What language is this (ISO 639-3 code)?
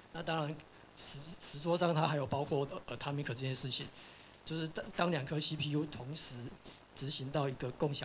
zho